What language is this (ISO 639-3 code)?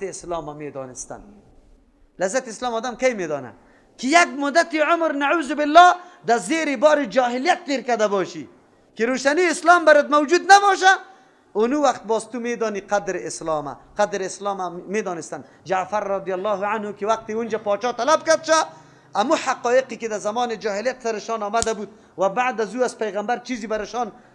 fas